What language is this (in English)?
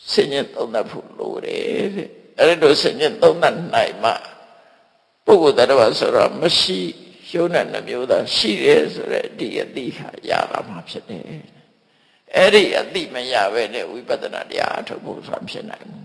Burmese